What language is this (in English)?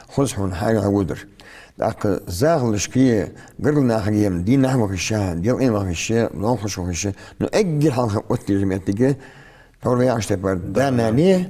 Ingush